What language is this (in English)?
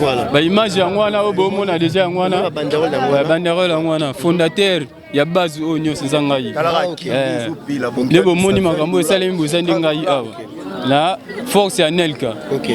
Lingala